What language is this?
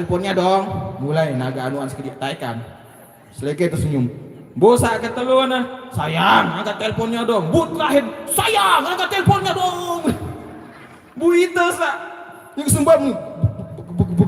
Sasak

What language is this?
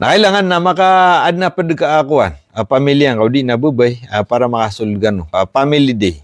Maranao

